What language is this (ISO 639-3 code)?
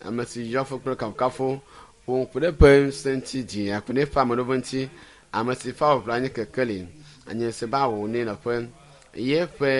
ewe